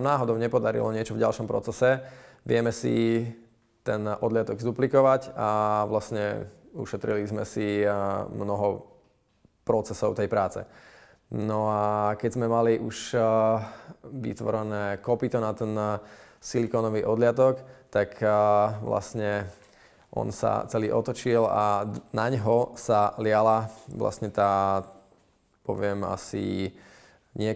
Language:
Slovak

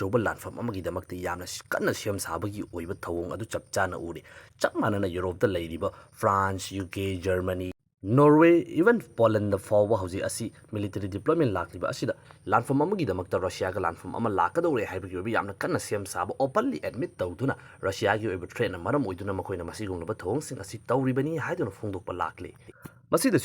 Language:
Manipuri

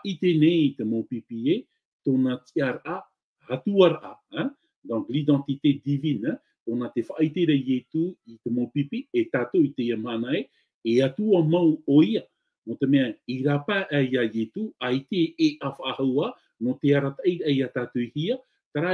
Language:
Tahitian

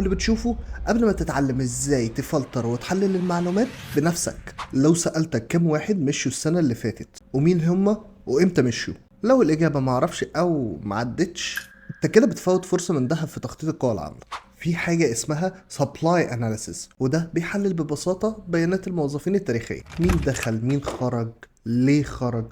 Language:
Egyptian Arabic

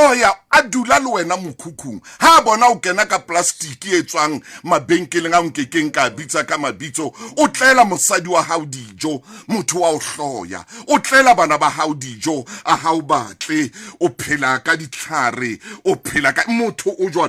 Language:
Southern Sotho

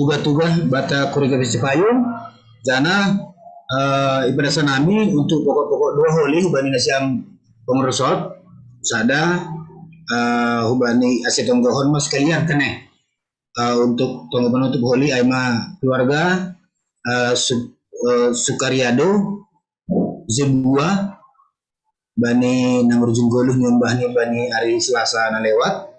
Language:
Batak Simalungun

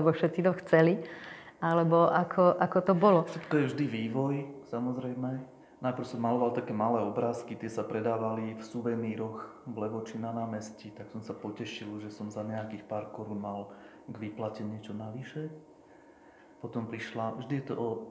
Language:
Slovak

